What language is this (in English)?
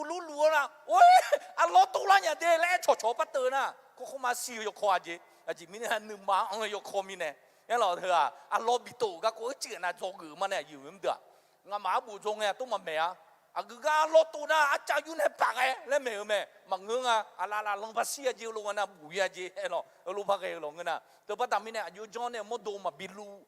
Akha